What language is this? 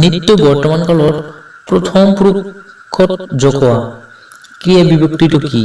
Assamese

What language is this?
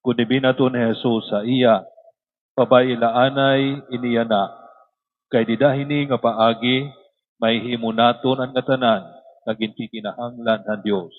Waray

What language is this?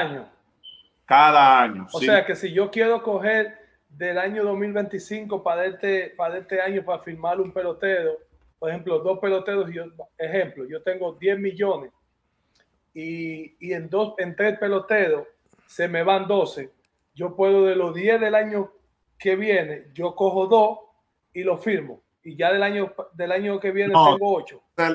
Spanish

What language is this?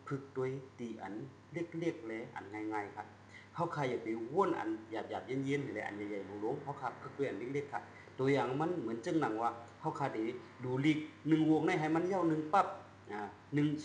Shan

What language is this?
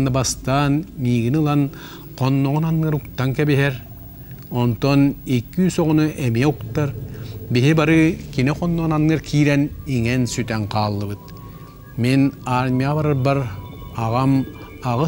Yakut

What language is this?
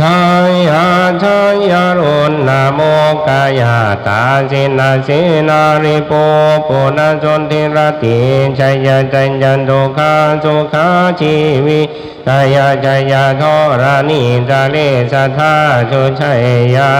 Pali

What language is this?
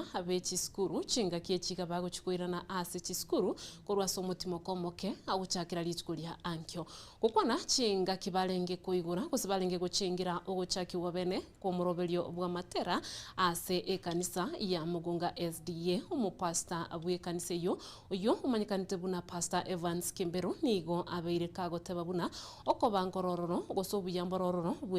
Gusii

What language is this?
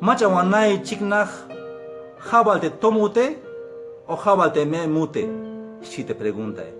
Tzeltal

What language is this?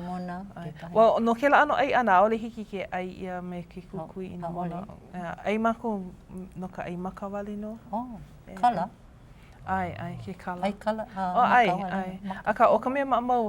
Hawaiian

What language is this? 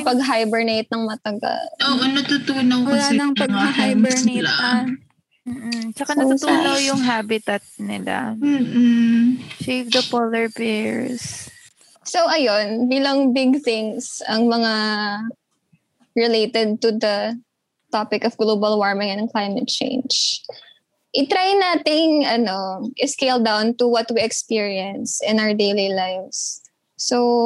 Filipino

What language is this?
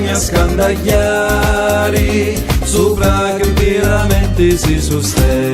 Sicilian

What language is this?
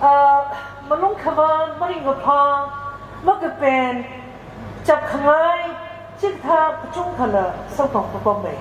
Tangkhul Naga (India)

